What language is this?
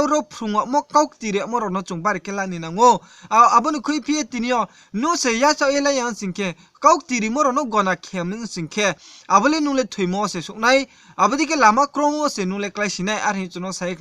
Riang (India)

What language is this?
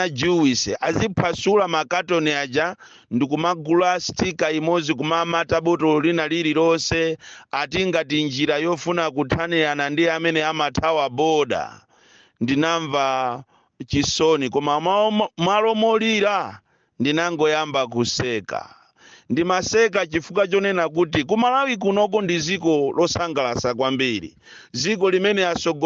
Nyanja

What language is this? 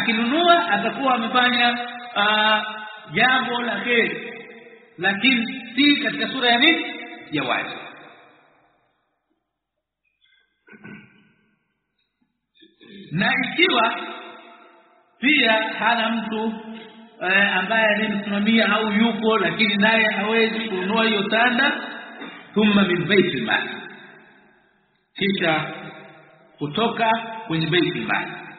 Swahili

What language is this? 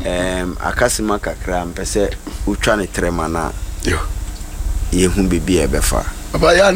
Akan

